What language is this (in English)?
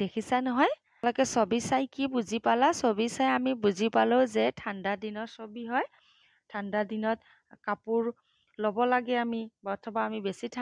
Assamese